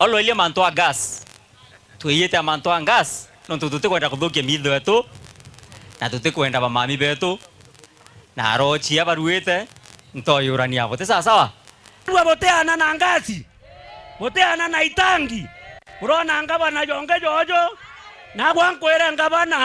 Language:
Meru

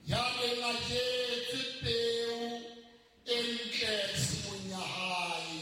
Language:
Southern Sotho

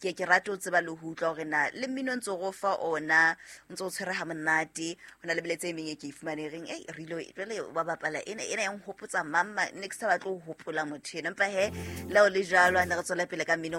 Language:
Southern Sotho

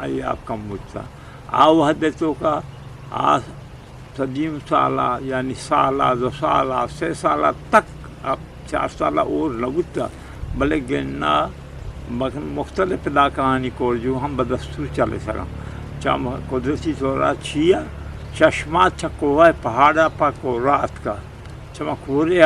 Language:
Eastern Balochi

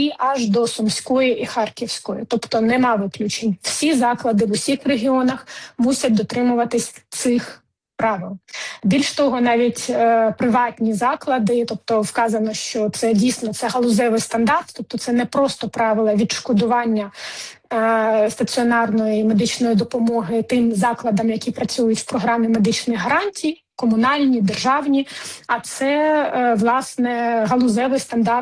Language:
Ukrainian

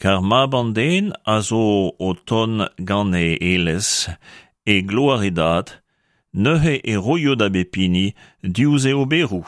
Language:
Breton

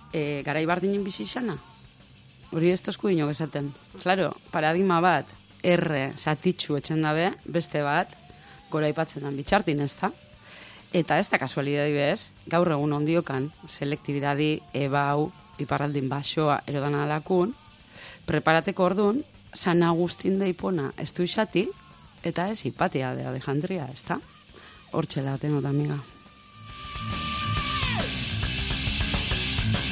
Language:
Basque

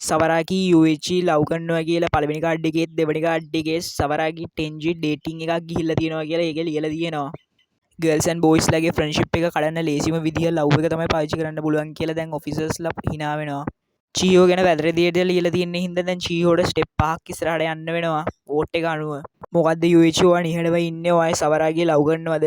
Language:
Sinhala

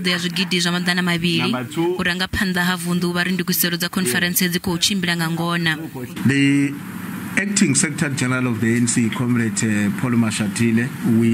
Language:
Venda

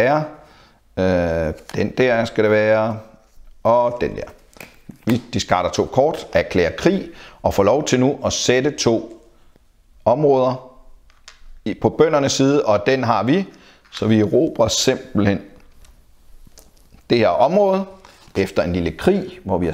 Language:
Danish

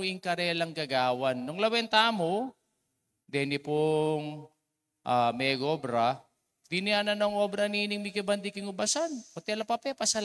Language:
Pampanga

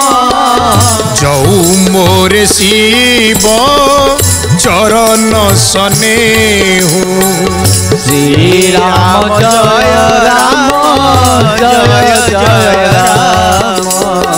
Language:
Odia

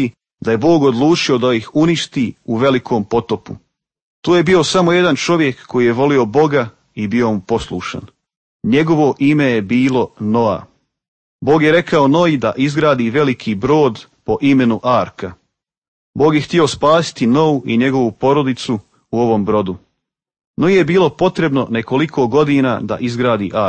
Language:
Croatian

